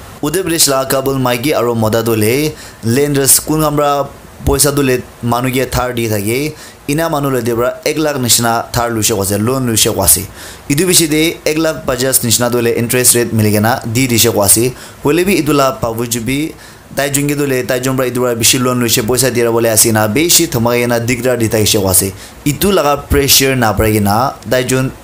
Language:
Naga Pidgin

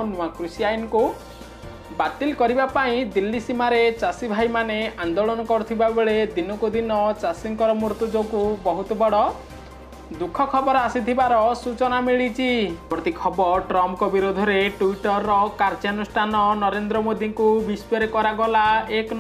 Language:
Odia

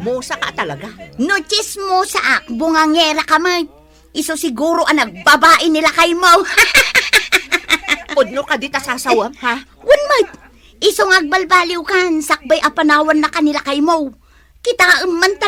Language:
Iloko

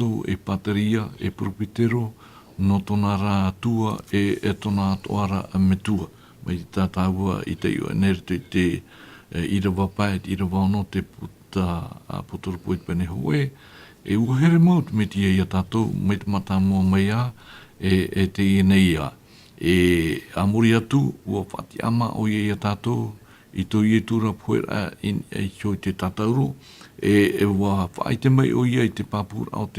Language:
Tahitian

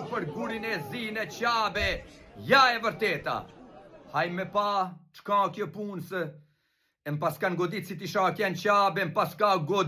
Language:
Albanian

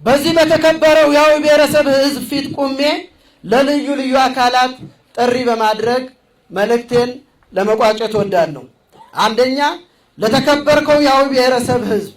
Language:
Amharic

